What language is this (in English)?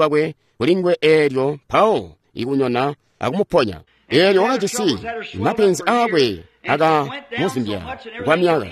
Tonga (Zambia)